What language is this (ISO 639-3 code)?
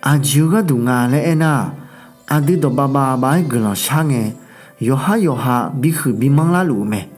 ahk